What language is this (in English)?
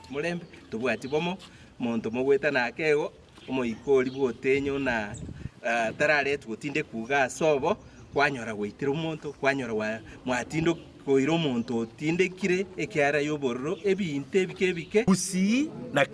Gusii